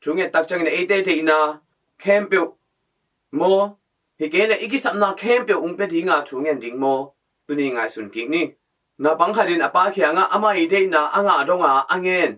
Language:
Tedim Chin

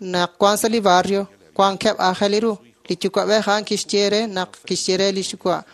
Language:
Kekchí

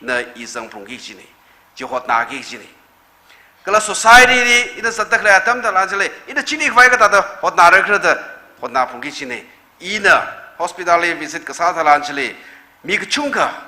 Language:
Tangkhul Naga (India)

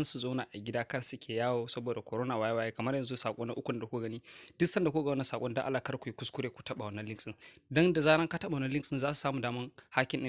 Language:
Hausa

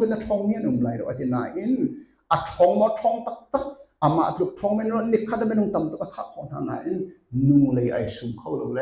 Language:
Hakha Chin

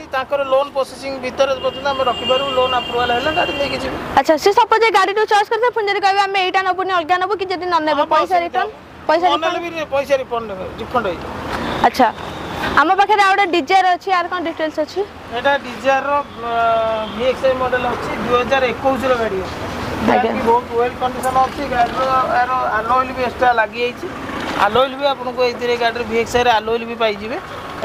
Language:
Odia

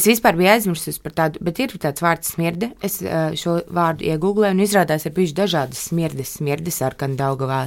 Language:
Latvian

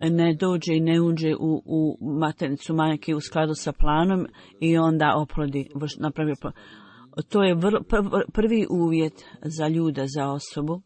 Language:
Bosnian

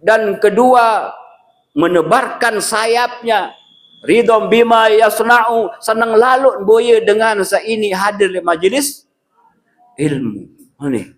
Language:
Sasak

